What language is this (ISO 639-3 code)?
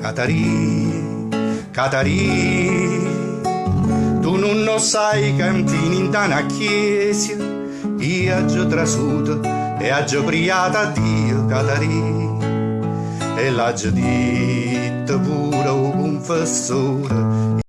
nap